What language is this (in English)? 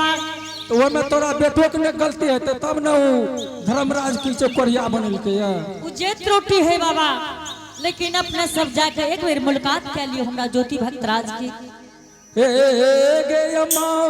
Angika